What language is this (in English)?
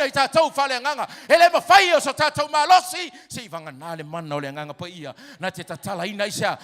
Samoan